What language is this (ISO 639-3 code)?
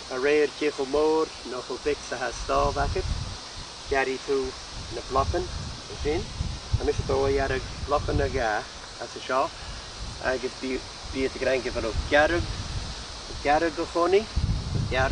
gla